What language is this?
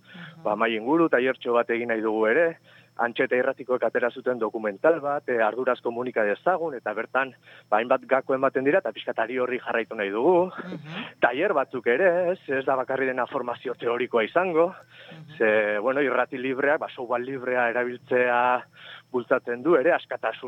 Basque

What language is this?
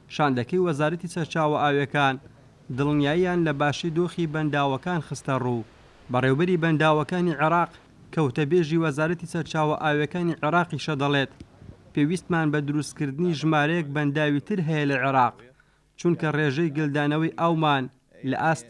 Central Kurdish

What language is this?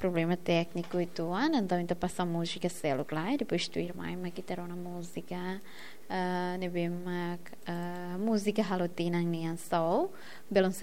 Tetum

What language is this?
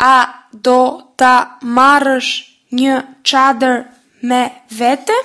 Albanian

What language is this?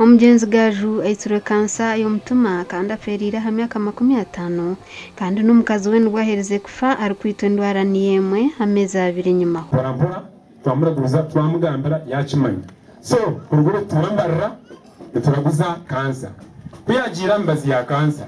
Nyankole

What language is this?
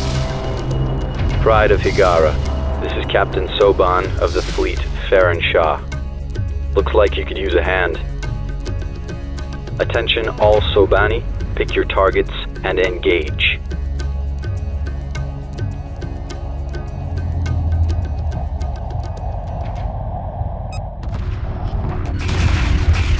German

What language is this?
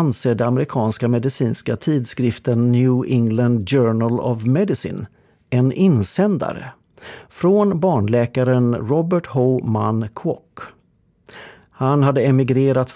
Swedish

